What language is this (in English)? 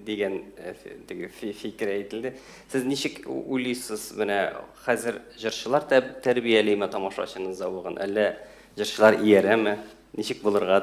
Tatar